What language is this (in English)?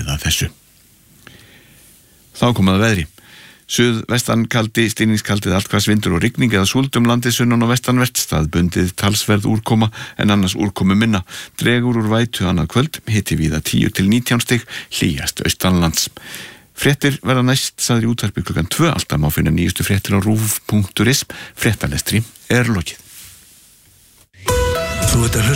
Icelandic